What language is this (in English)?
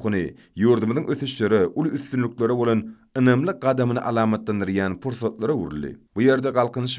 Turkmen